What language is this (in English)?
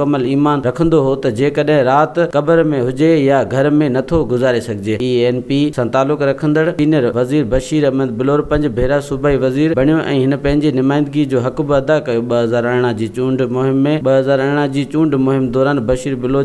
Sindhi